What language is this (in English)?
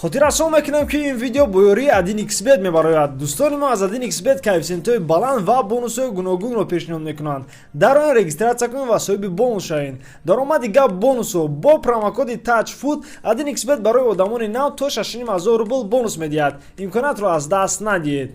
Tajik